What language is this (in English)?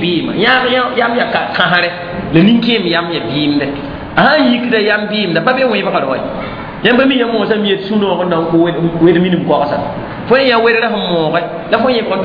Mossi